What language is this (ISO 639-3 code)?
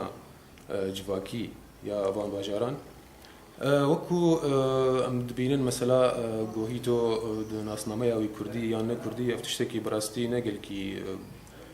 kur